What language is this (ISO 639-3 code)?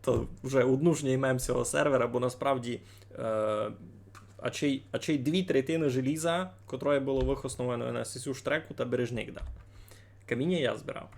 rue